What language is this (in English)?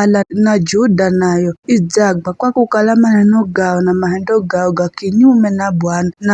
Giryama